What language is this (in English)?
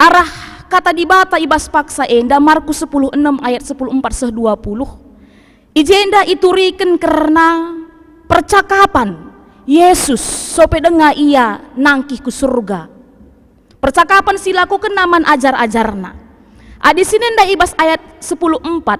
Batak Karo